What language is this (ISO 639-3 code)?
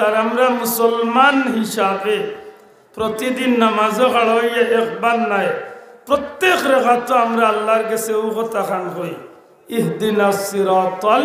syl